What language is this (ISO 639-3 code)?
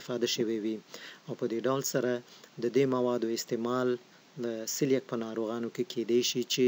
pus